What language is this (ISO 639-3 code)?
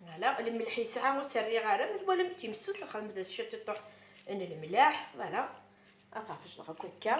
kab